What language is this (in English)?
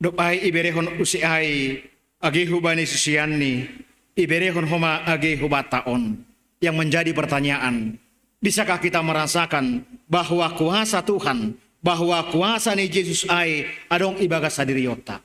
Batak Simalungun